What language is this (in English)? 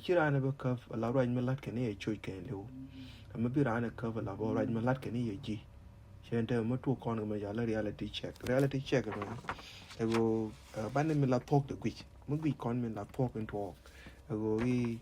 Nuer